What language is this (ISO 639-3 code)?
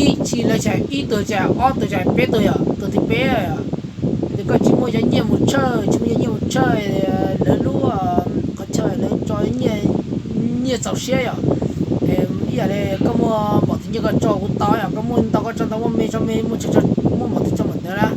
hmn